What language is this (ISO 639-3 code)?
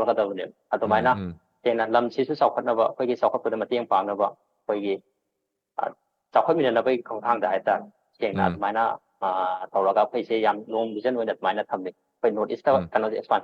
mni